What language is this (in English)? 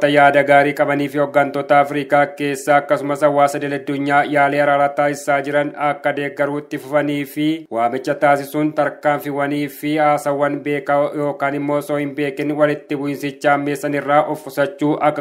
Oromo